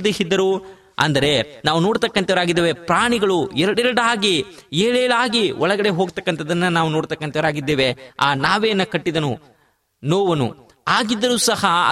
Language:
Kannada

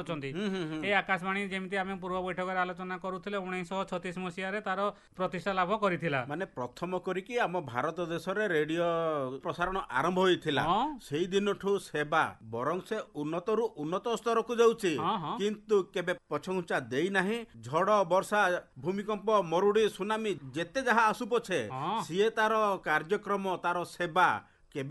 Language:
Odia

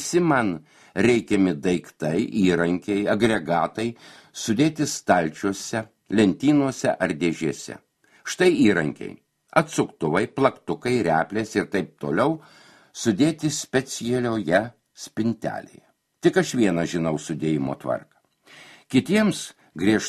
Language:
Lithuanian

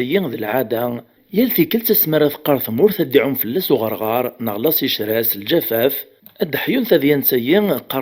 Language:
Kabyle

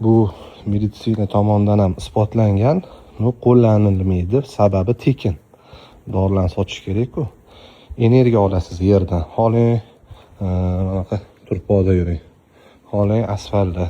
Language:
Uzbek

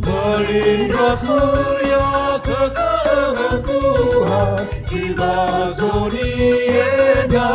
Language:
Batak Karo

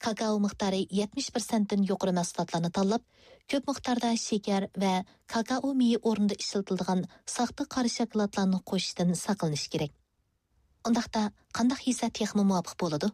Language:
Uyghur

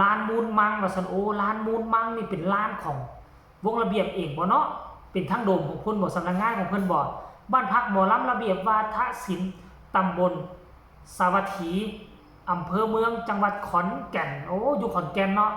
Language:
Northeastern Thai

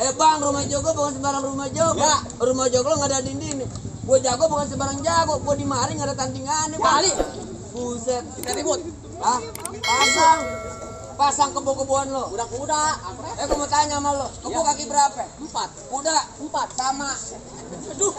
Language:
Betawi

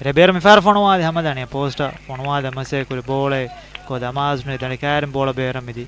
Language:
Divehi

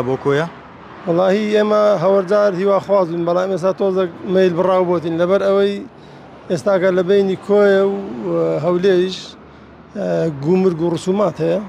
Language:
Central Kurdish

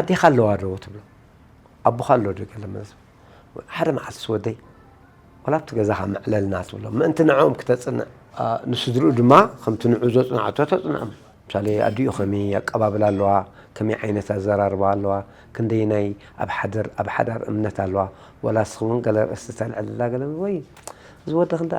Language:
Tigrinya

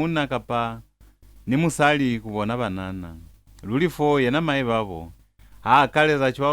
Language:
Lozi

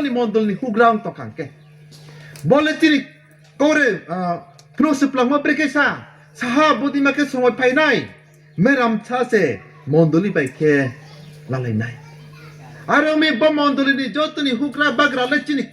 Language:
Riang (India)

